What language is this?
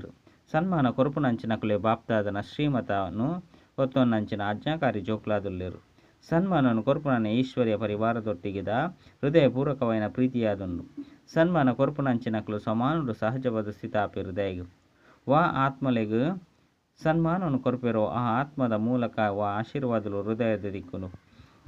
Tulu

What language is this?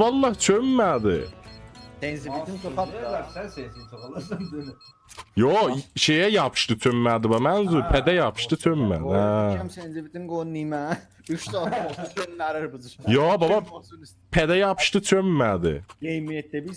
South Azerbaijani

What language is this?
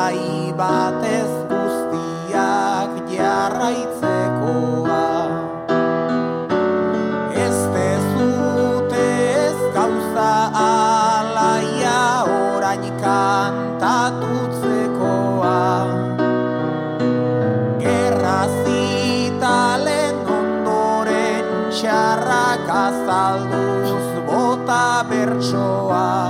Basque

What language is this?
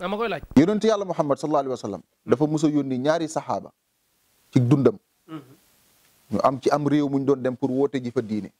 Wolof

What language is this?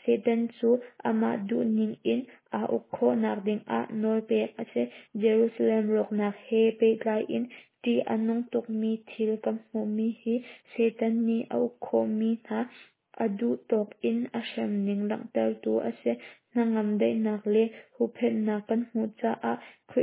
Hakha Chin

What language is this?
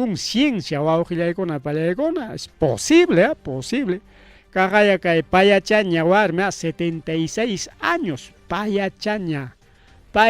Ayacucho Quechua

